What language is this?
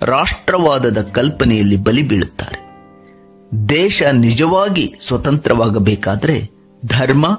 Kannada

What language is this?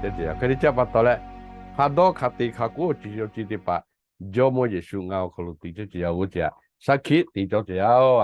Lahu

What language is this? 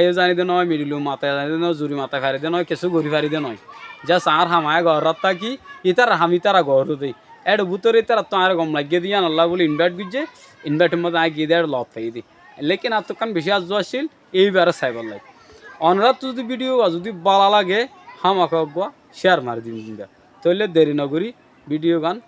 Rohingya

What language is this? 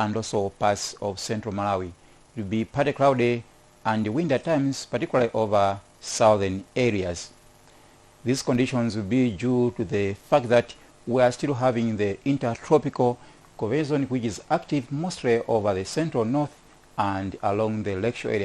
English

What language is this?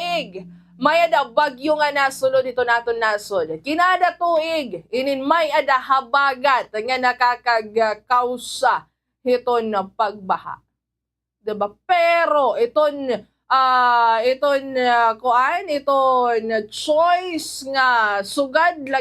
Waray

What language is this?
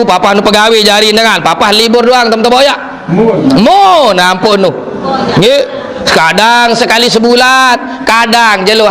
Sasak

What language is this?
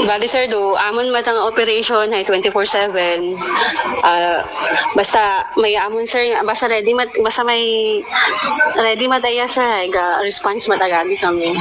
Aklanon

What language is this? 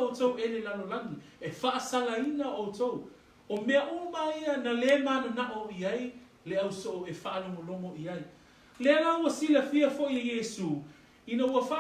Samoan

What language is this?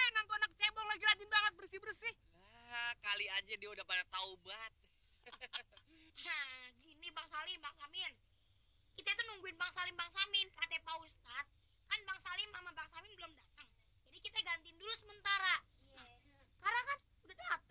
Betawi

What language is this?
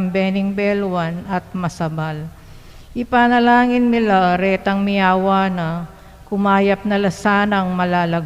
Pampanga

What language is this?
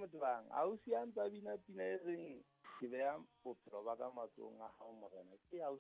Southern Sotho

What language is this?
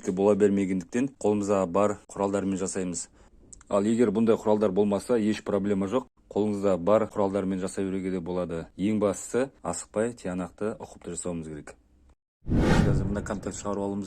Kazakh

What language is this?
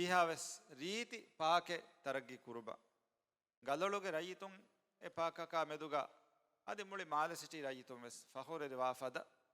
Divehi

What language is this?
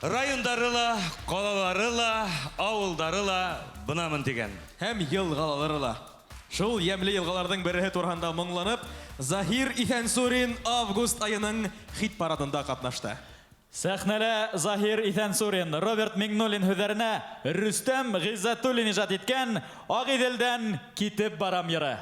Bashkir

